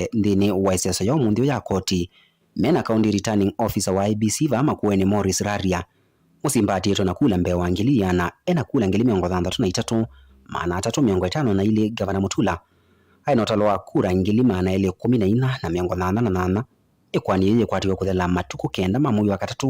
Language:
Kamba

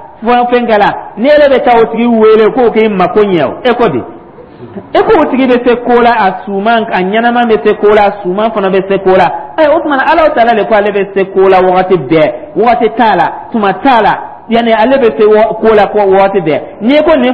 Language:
Dyula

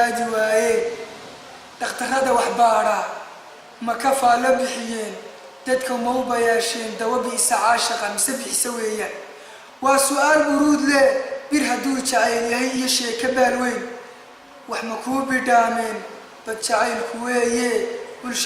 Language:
Somali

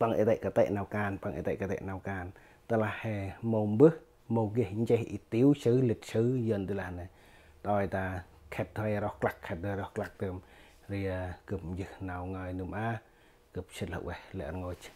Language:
Central Mnong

